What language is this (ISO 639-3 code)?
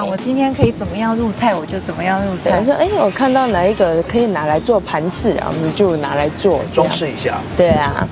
zho